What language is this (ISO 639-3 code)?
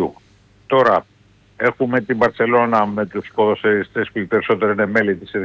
ell